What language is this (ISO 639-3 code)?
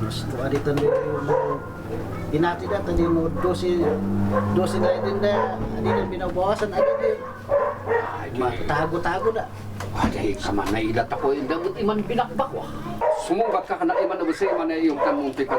kne